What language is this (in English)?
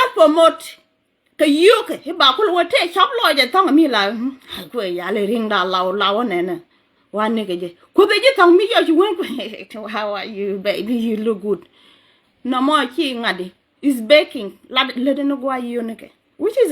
Nuer